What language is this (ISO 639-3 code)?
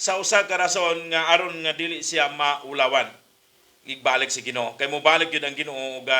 ceb